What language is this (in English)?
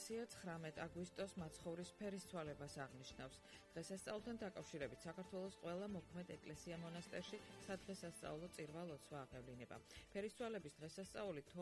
Georgian